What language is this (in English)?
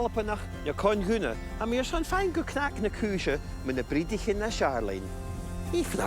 Scottish Gaelic